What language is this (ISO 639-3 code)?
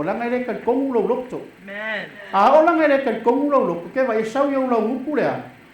smo